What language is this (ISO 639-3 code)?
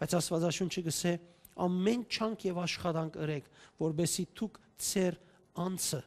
hyw